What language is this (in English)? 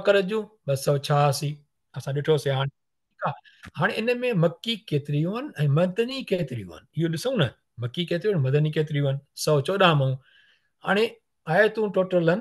Sindhi